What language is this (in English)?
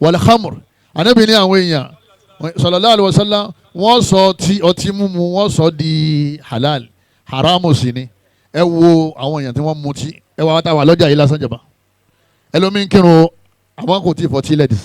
Yoruba